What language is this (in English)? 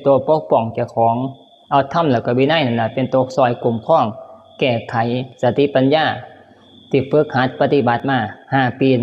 Northeastern Thai